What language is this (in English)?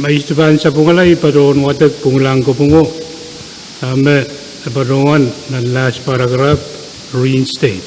Pohnpeian